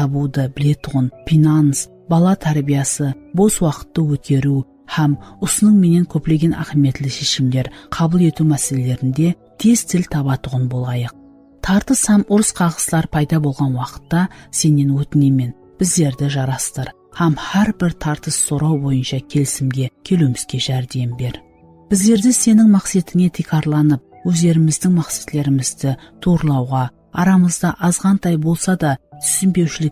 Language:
Kara-Kalpak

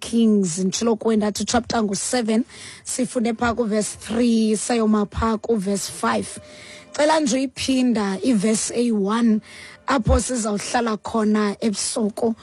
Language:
Xhosa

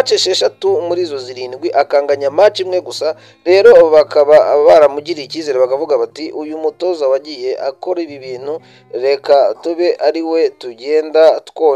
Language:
Kinyarwanda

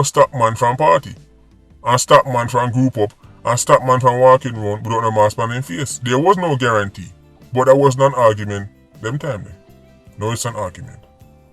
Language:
Jamaican Creole English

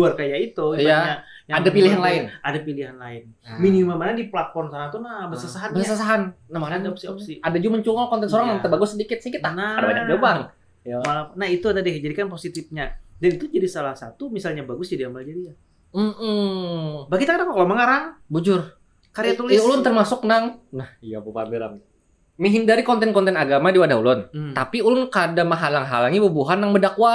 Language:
Banjar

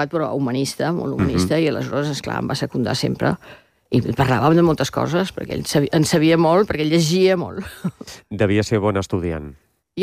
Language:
Catalan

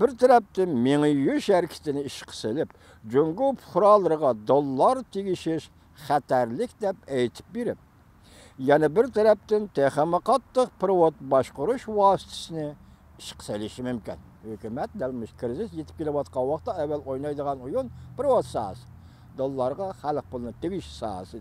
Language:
Uyghur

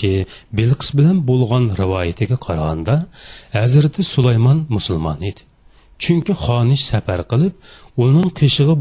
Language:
Uyghur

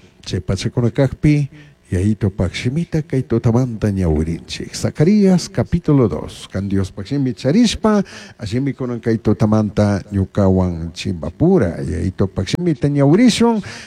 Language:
Chimborazo Highland Quichua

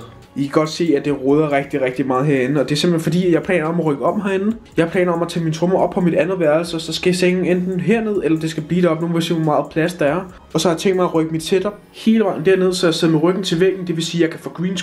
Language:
Danish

